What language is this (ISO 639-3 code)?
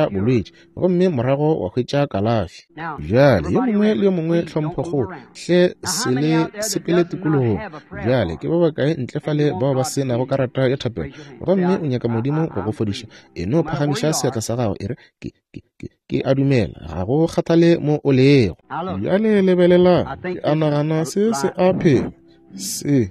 nso